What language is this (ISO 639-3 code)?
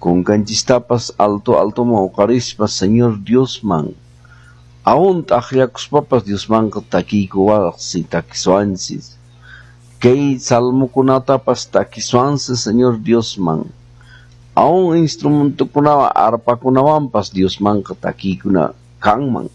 que